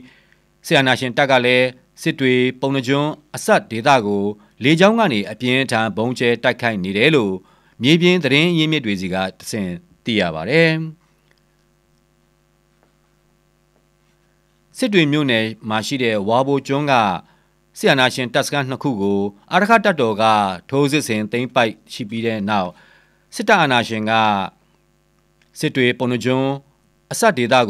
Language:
Burmese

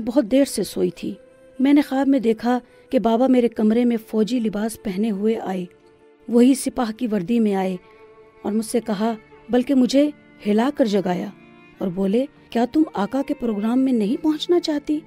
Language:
Urdu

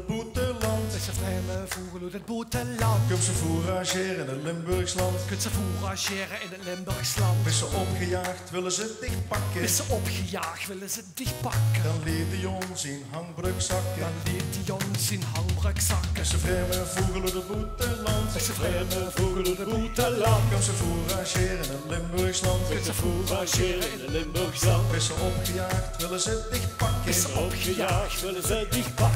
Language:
Limburgish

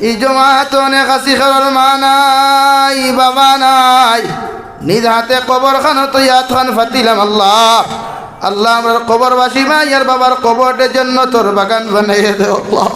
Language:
Sylheti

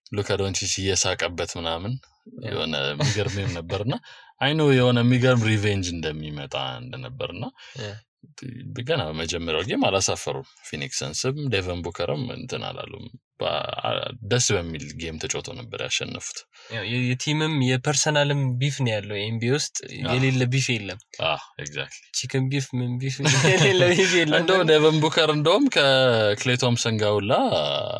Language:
Amharic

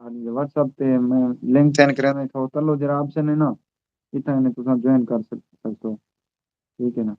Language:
Saraiki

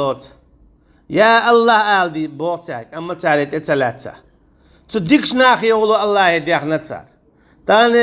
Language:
Chechen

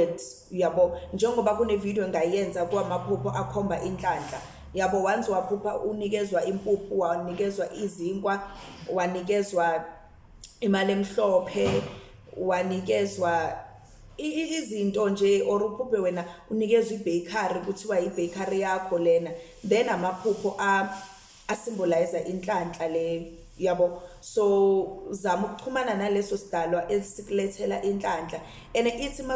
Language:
Zulu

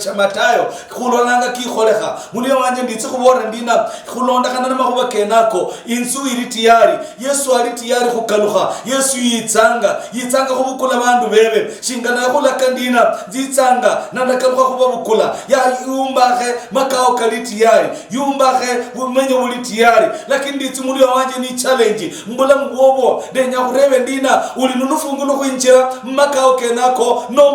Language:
Luyia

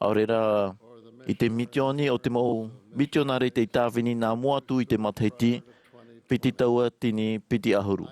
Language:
Tahitian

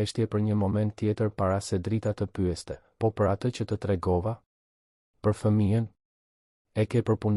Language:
Albanian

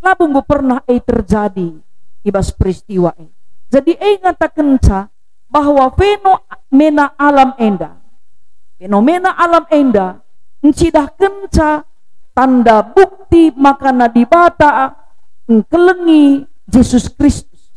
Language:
Batak Karo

